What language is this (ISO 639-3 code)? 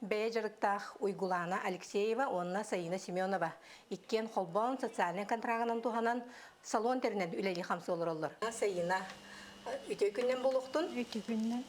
sah